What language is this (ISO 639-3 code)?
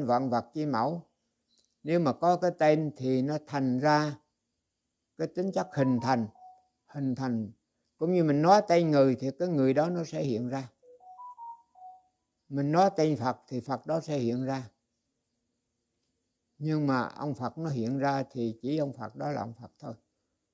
vie